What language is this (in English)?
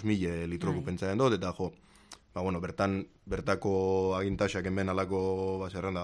Basque